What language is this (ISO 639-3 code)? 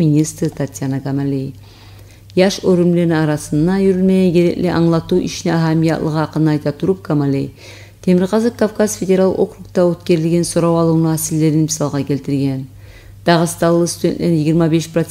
kum